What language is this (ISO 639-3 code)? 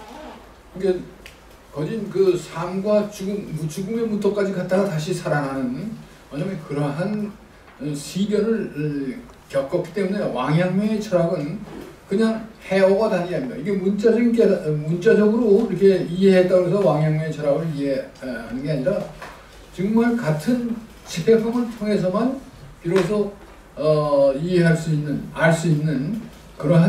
kor